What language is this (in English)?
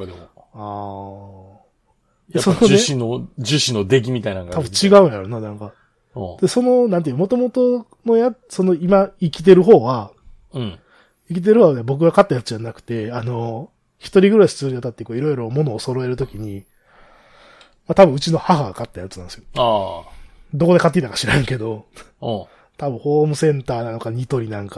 Japanese